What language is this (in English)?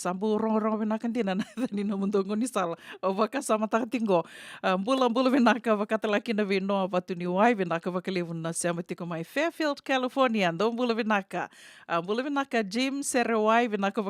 Fijian